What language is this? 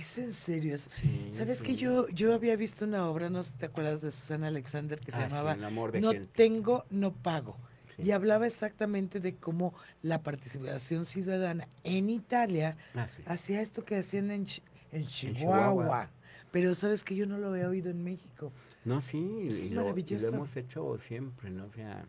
Spanish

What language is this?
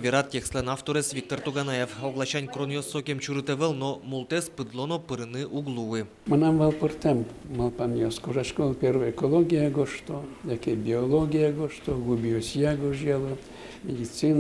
Udmurt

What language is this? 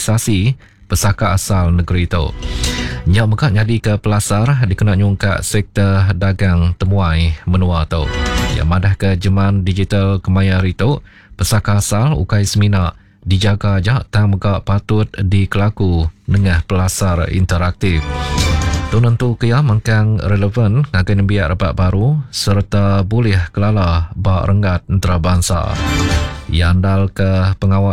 Iban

